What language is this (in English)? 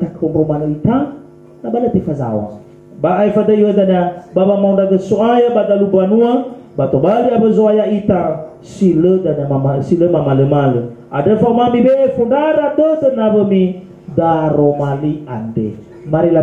Nias